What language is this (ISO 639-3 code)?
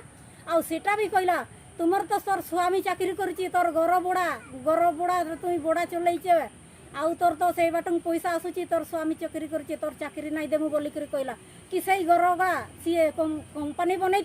sat